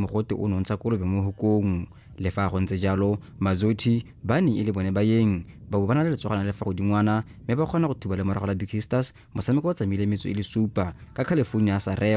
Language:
Tswana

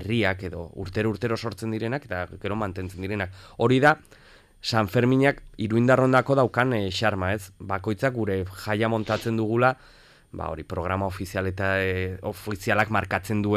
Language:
Basque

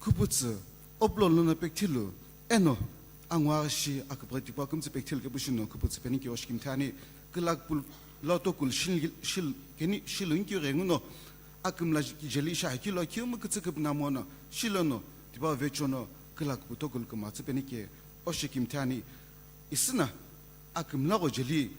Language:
Sumi Naga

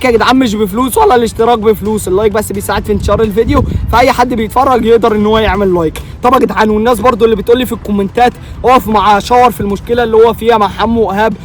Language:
Egyptian Arabic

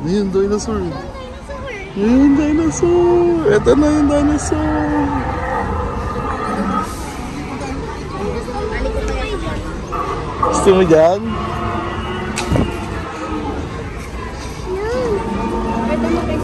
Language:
Filipino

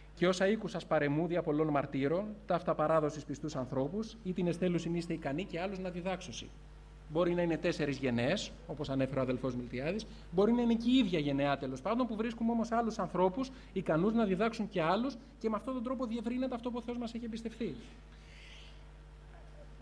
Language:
Greek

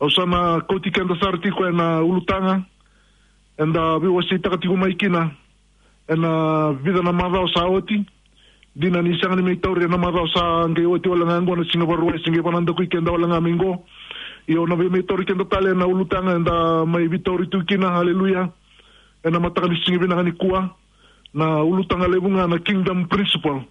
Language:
Fijian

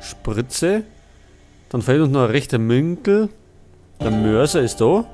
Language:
Bavarian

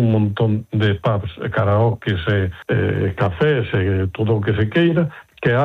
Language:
Galician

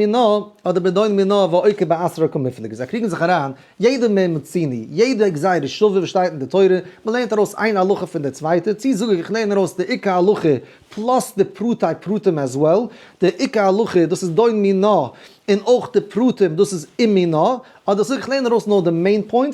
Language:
Yiddish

